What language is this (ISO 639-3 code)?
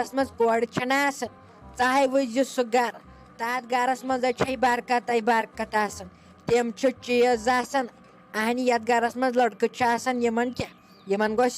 kas